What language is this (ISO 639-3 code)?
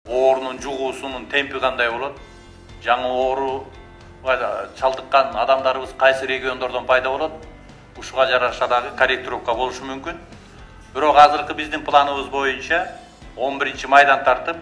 kir